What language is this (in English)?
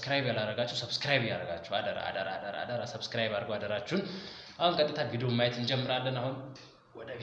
Amharic